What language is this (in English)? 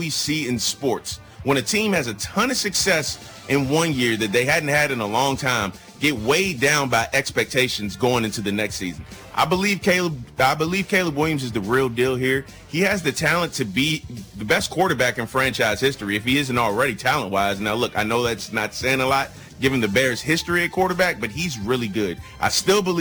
English